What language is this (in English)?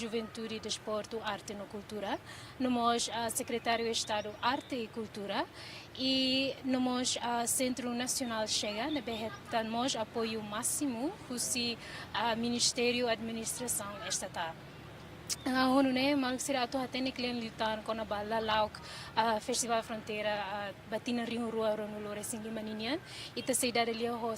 Tetum